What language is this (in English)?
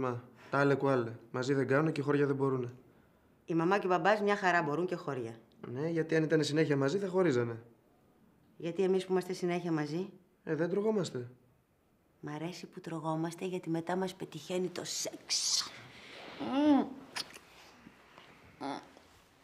Greek